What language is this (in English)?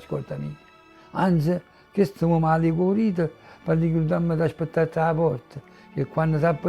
Neapolitan